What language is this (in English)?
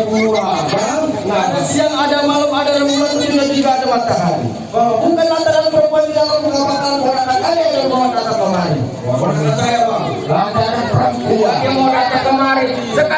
Betawi